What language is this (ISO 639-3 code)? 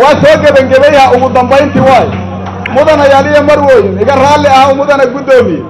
som